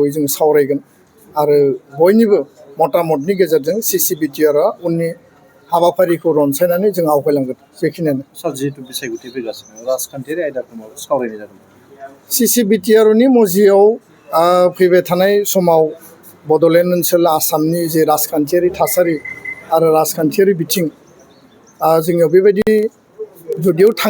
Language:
Bodo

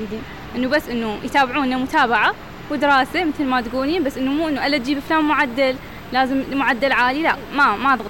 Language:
Mesopotamian Arabic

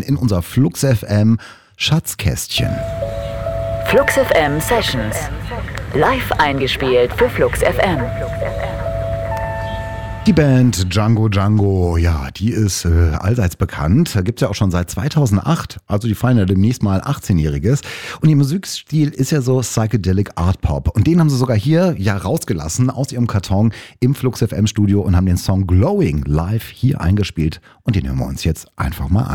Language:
German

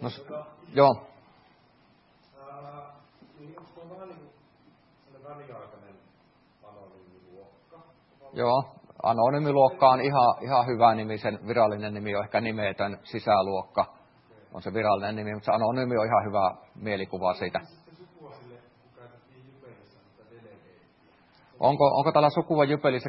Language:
Finnish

